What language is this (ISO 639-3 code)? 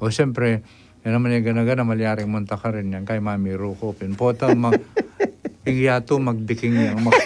pam